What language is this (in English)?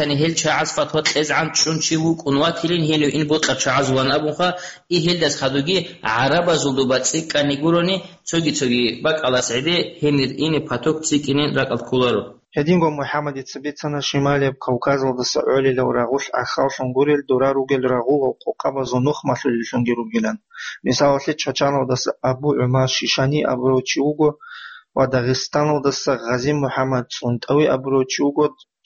Avaric